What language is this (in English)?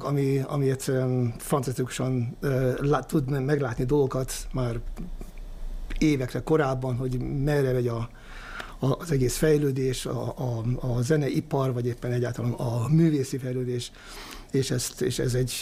Hungarian